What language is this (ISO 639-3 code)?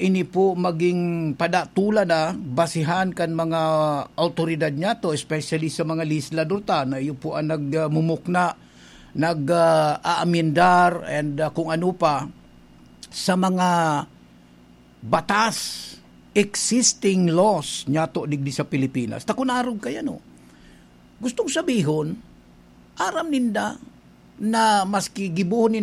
bik